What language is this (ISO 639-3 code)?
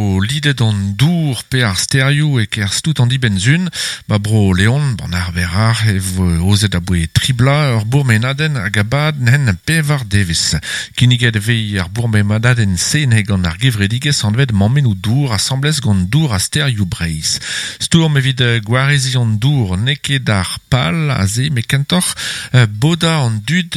bre